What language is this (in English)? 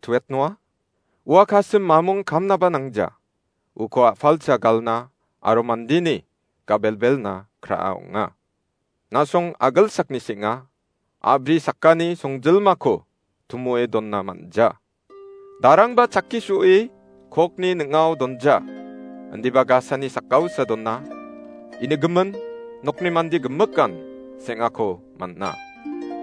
Garo